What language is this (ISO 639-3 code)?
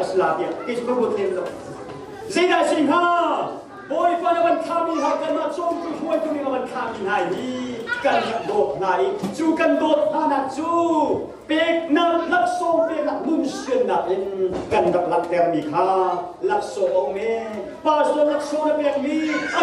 cnh